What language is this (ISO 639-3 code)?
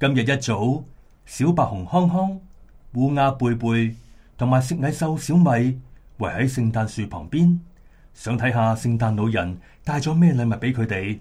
yue